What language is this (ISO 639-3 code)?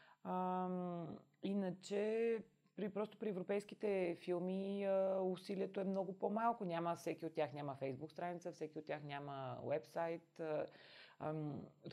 bul